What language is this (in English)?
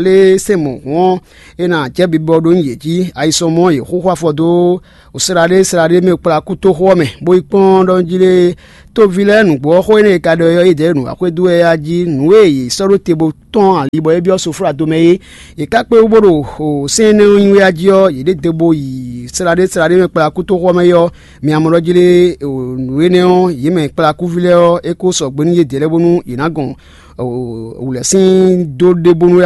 Fon